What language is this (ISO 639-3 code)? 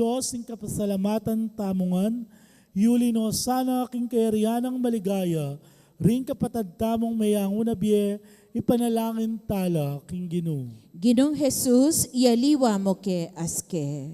pam